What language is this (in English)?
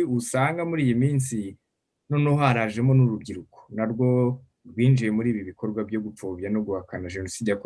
Kinyarwanda